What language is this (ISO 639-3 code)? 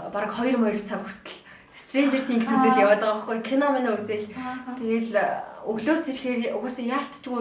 mon